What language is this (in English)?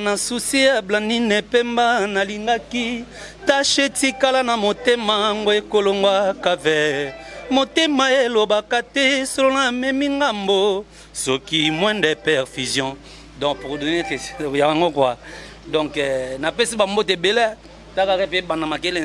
Lingala